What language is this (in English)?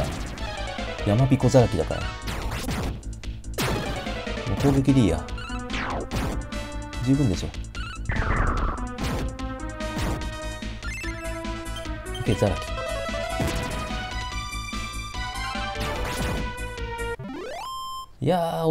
Japanese